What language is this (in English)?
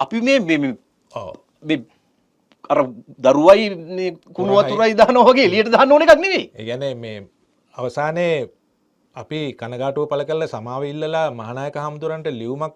Sinhala